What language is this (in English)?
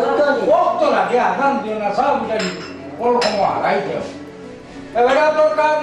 Sylheti